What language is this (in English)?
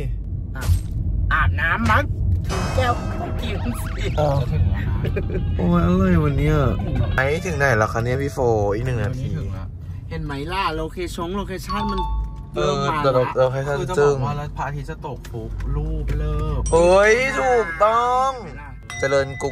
Thai